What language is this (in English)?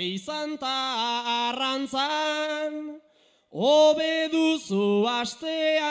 Basque